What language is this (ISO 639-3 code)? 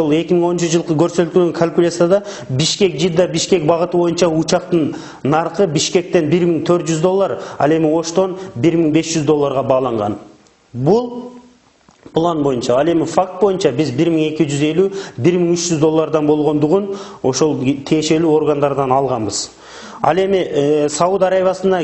kir